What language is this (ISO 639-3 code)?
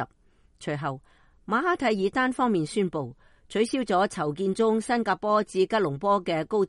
yue